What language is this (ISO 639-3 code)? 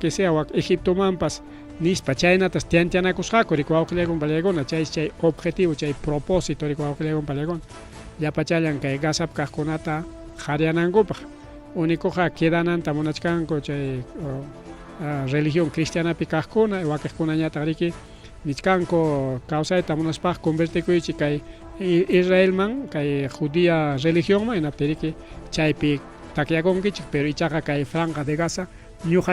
quy